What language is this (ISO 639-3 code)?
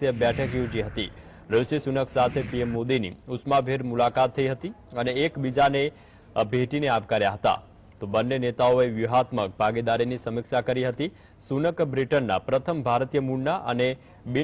guj